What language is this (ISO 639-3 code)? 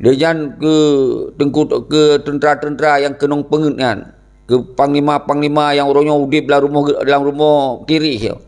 ace